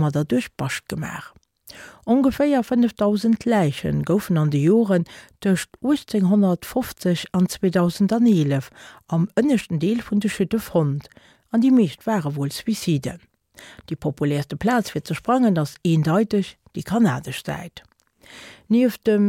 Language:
Luxembourgish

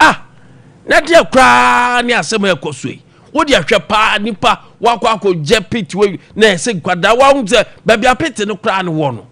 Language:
Akan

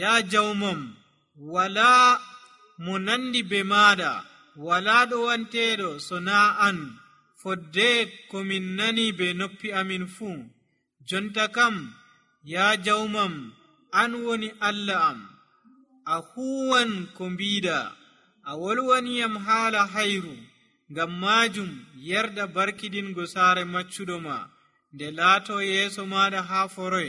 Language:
Nigerian Fulfulde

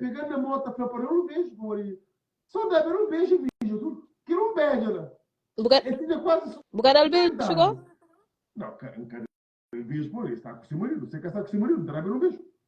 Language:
Kabuverdianu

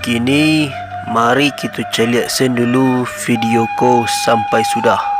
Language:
Minangkabau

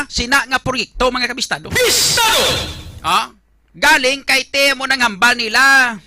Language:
Hiligaynon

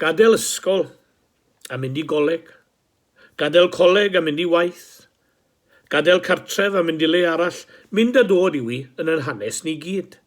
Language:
Welsh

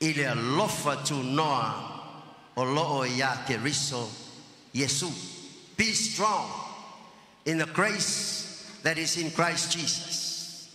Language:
Samoan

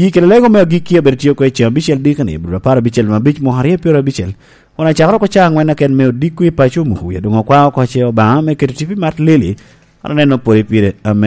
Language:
Lango (Uganda)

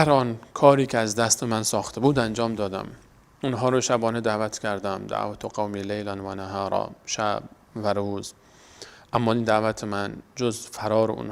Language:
Persian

